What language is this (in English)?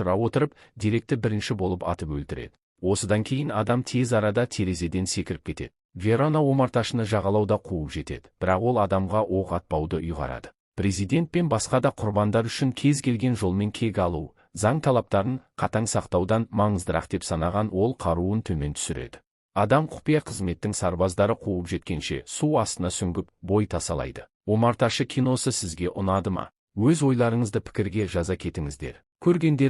Kazakh